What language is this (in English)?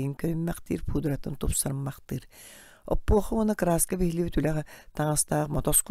Yakut